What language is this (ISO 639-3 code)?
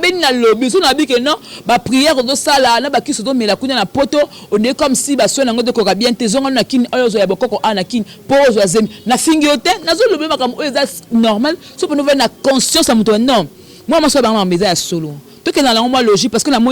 lin